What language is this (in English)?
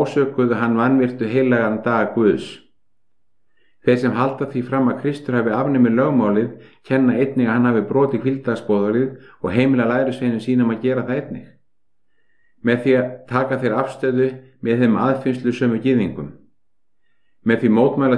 Icelandic